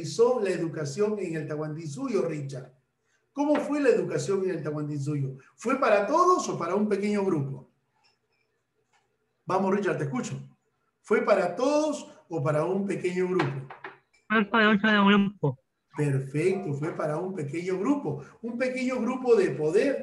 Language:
Spanish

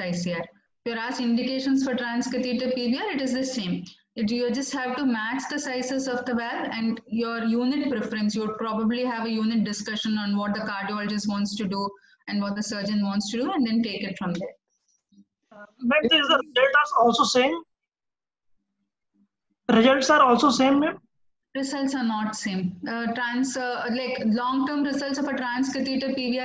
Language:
English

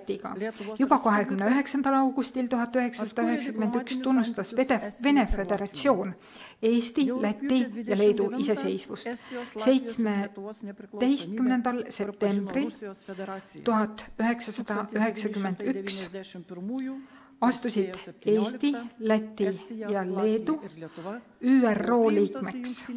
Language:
Estonian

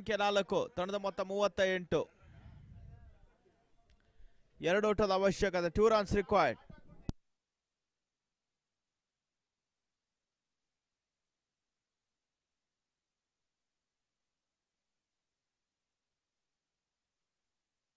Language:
Kannada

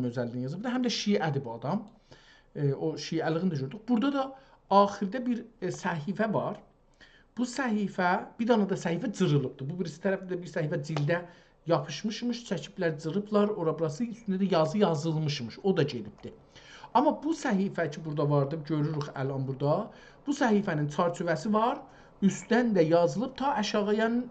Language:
South Azerbaijani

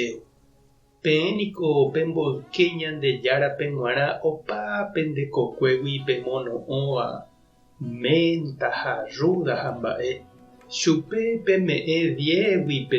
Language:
Guarani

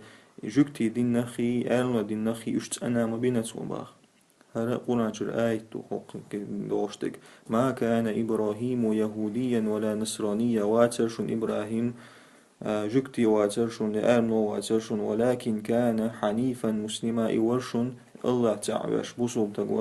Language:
Chechen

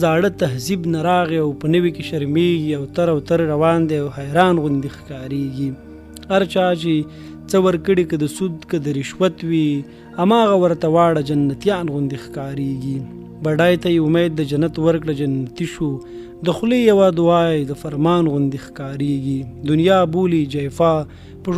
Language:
Pashto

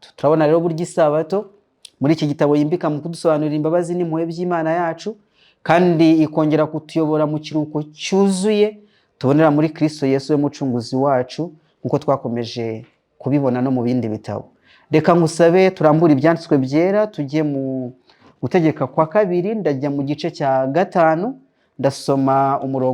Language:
Kinyarwanda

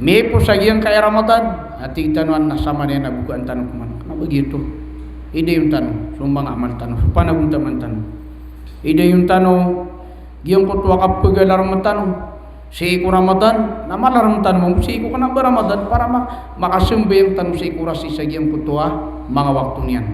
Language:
Maranao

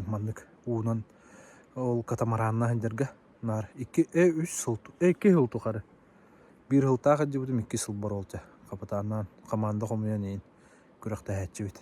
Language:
Yakut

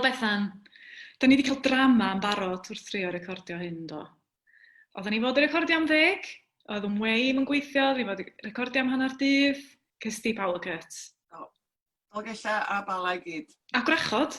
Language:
Welsh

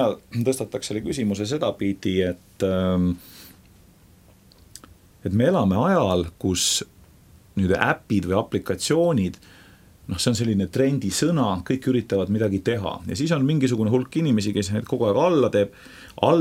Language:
Estonian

